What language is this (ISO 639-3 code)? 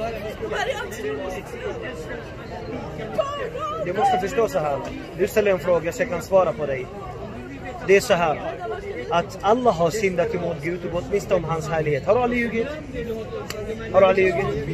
swe